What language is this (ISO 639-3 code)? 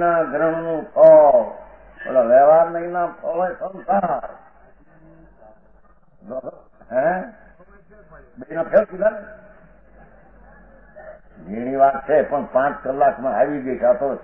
guj